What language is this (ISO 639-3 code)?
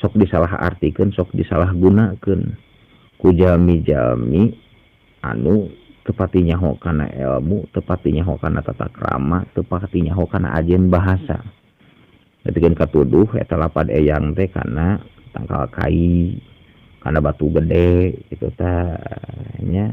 sun